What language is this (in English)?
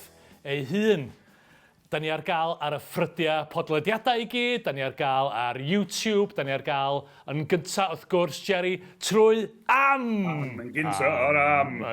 Welsh